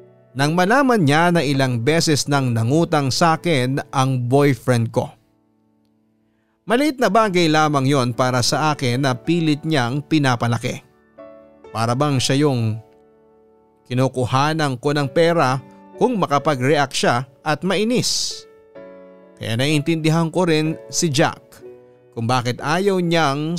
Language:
Filipino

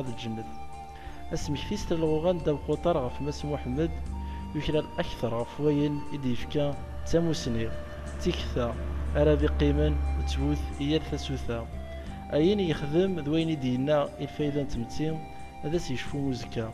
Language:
Kabyle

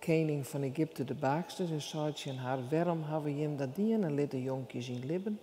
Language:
Western Frisian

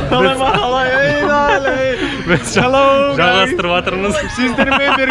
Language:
Kazakh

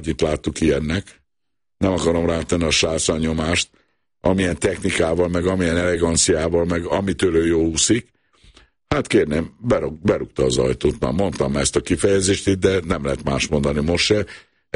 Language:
Hungarian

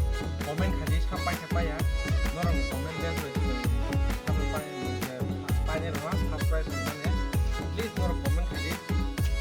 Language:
Kok Borok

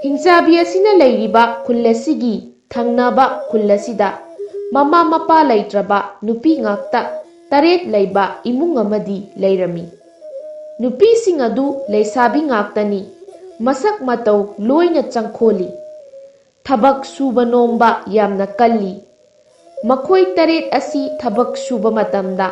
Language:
Manipuri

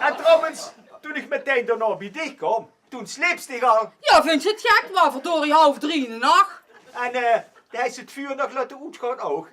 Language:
Limburgish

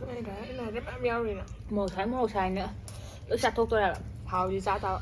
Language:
Manipuri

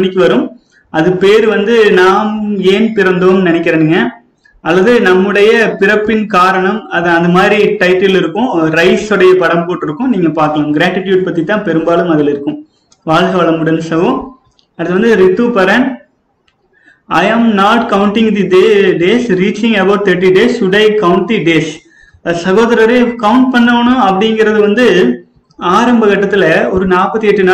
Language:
Tamil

